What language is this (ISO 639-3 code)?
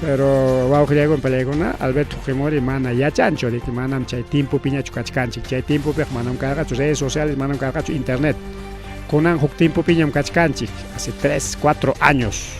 quy